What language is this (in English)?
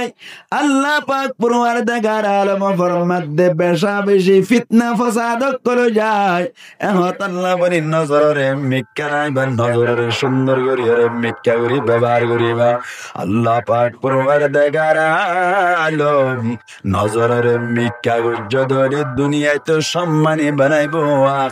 Rohingya